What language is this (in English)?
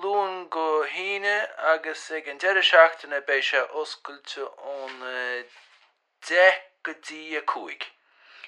Irish